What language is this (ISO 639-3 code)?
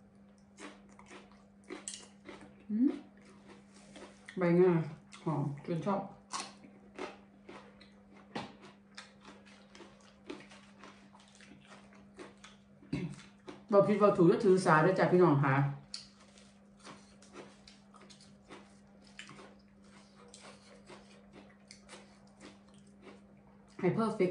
tha